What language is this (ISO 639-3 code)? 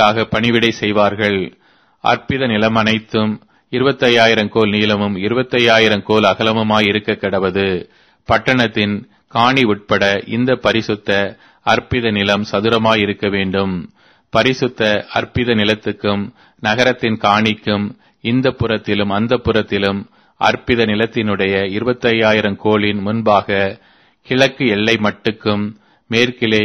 tam